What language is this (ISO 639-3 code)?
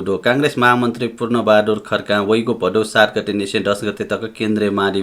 new